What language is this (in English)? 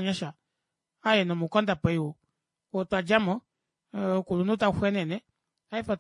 Kuanyama